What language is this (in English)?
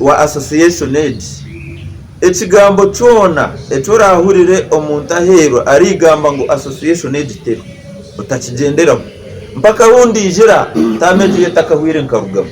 Nyankole